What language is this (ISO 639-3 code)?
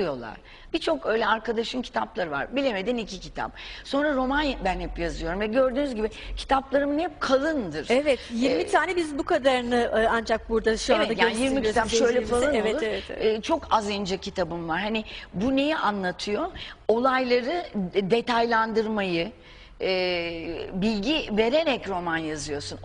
tur